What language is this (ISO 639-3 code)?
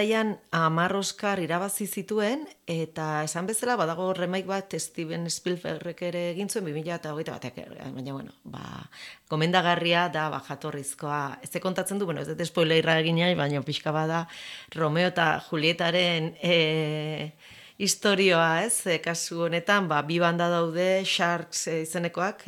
eus